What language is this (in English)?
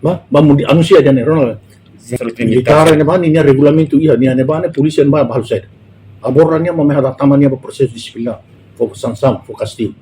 Tetum